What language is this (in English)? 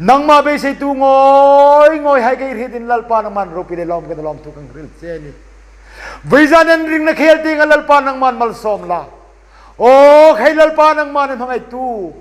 Hmar